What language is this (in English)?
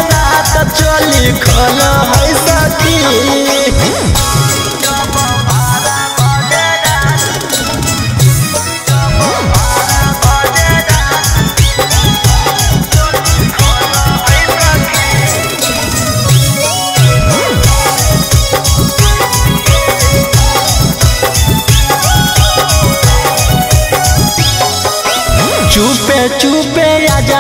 Magahi